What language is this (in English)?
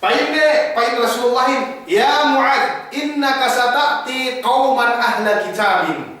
Yakan